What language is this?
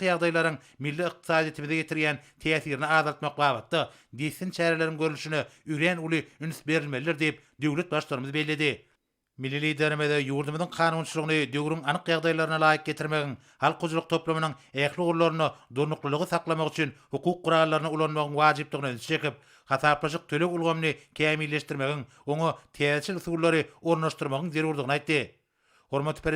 Turkmen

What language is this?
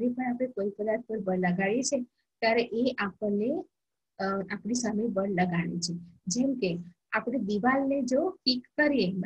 Gujarati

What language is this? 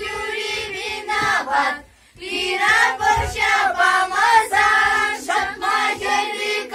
Chuvash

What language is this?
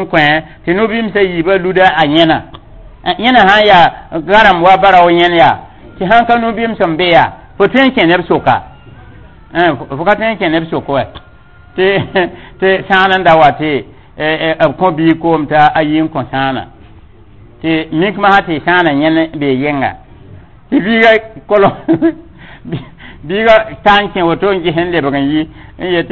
Mossi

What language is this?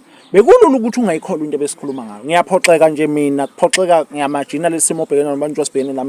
Zulu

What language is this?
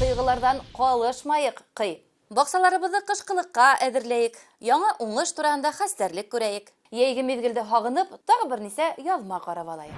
Bashkir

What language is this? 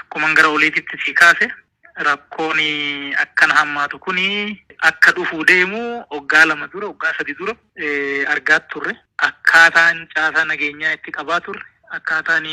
Oromo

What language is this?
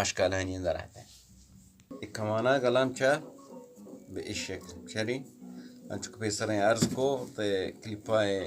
Eastern Balochi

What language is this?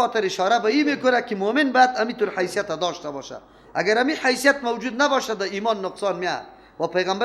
Persian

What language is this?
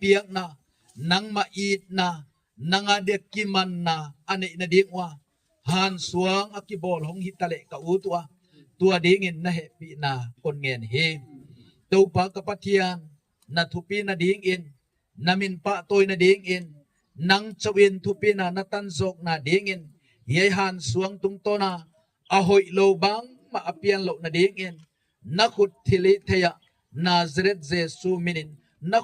Gangte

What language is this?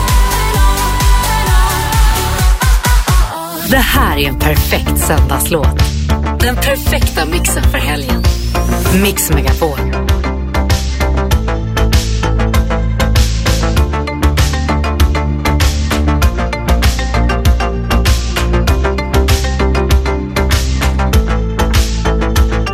Swedish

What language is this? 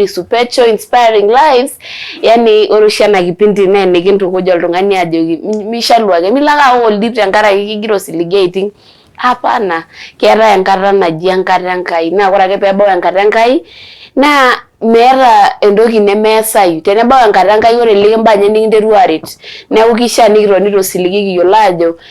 Masai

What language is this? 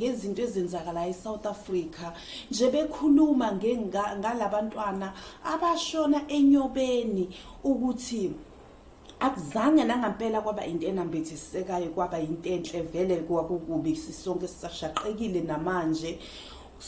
Zulu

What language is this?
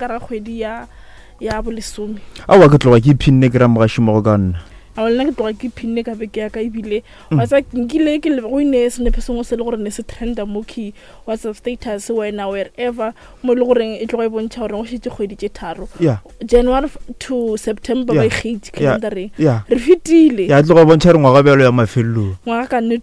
Northern Sotho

